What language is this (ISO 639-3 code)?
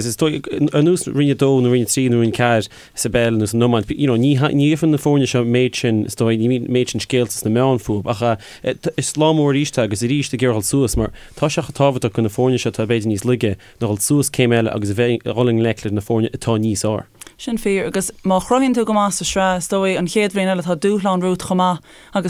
gle